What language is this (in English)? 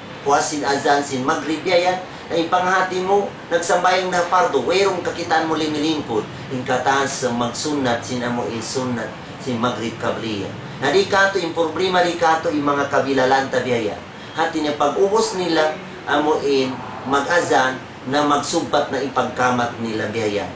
Tausug